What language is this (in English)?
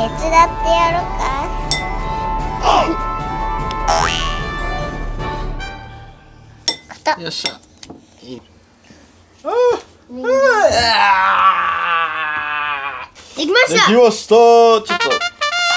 Japanese